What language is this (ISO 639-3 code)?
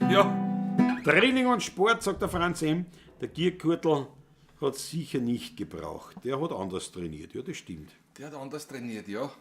bar